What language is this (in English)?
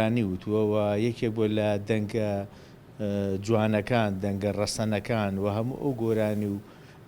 Central Kurdish